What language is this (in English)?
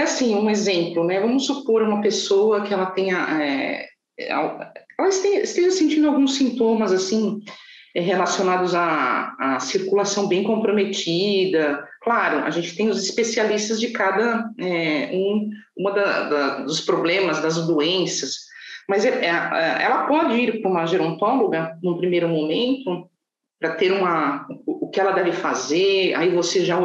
Portuguese